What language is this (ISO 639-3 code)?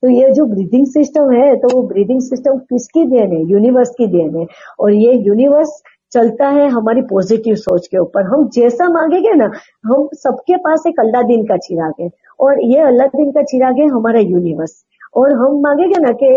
hin